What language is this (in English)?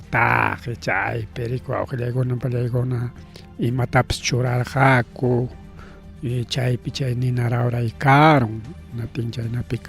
Ayacucho Quechua